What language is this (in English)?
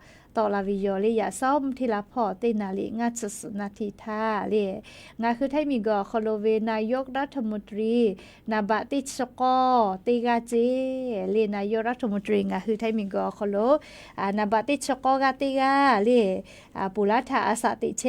Lahu